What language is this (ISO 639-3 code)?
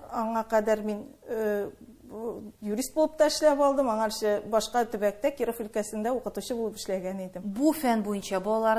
tat